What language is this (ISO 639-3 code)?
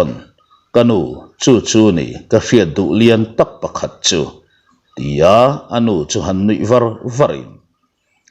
lus